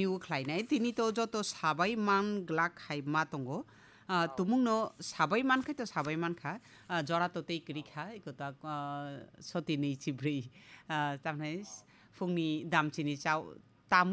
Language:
Kok Borok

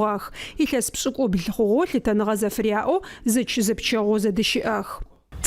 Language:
Adyghe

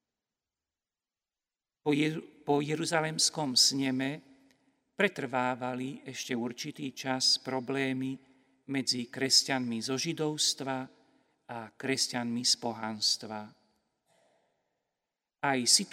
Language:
Slovak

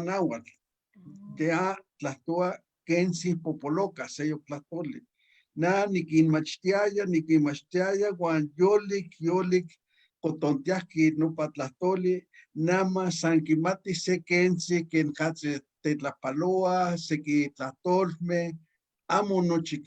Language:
Eastern Huasteca Nahuatl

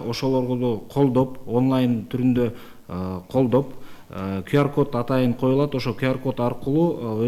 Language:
Kyrgyz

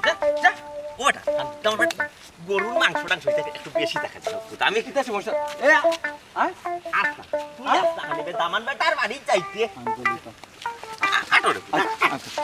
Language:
Sylheti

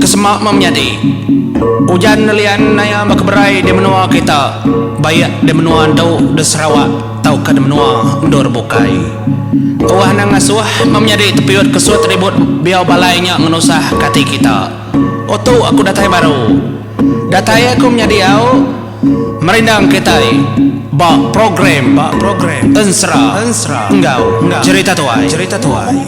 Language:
Iban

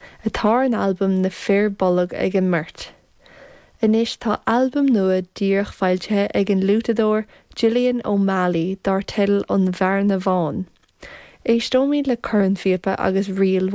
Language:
Irish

